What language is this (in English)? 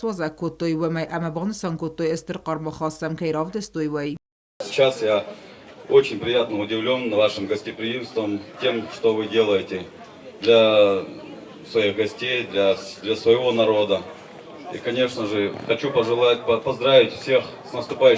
Ossetic